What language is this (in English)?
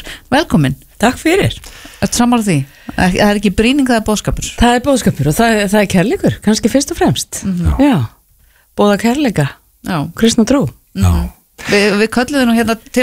Icelandic